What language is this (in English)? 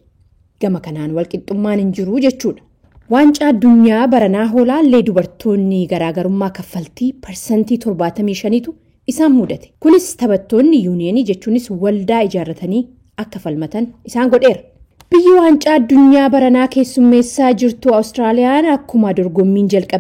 Oromo